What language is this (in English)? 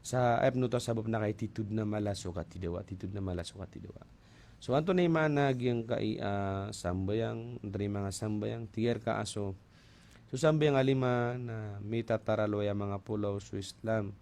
Maranao